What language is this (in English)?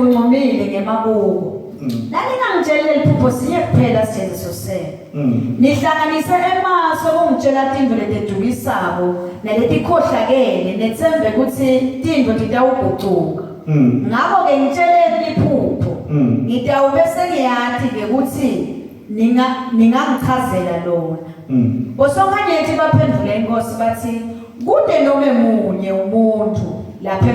Zulu